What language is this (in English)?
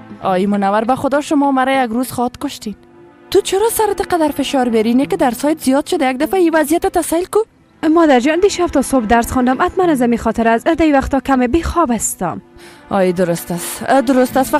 Persian